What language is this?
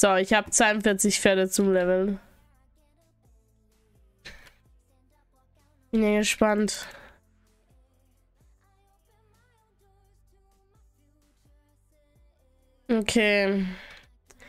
German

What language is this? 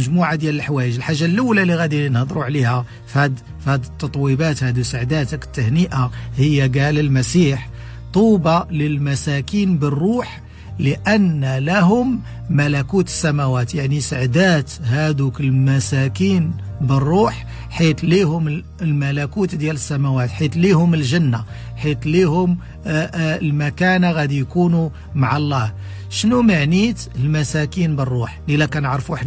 Moroccan Arabic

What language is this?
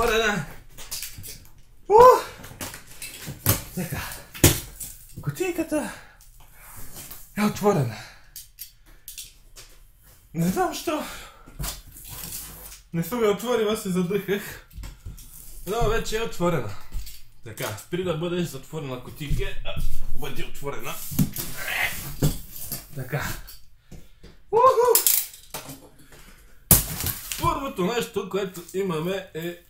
Bulgarian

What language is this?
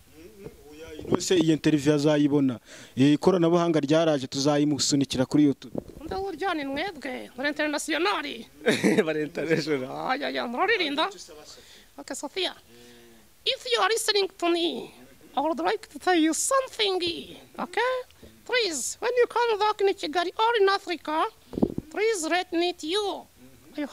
Kinyarwanda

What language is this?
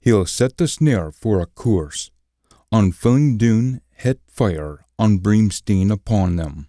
Scots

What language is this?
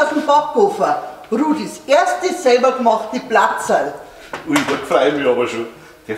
Bavarian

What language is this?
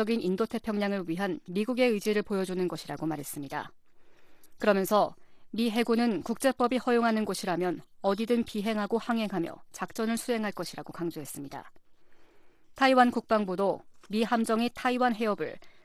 Korean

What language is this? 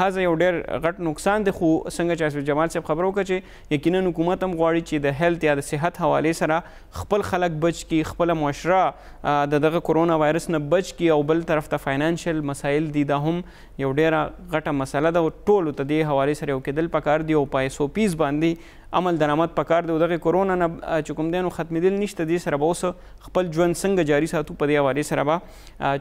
Pashto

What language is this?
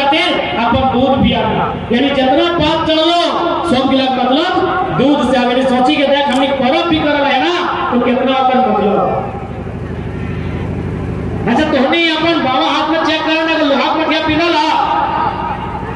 Hindi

